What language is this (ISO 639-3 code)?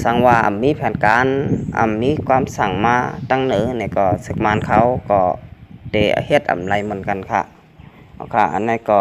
shn